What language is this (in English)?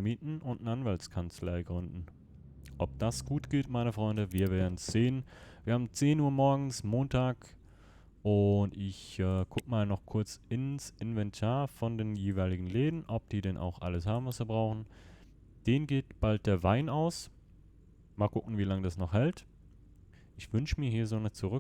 Swiss German